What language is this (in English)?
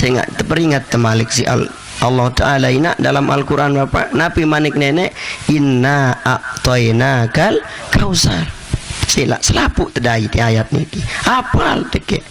Sasak